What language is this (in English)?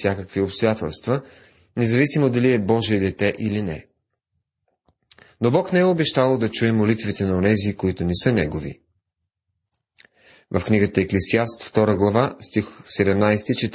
Bulgarian